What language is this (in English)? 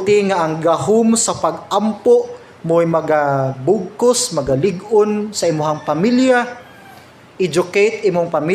Cebuano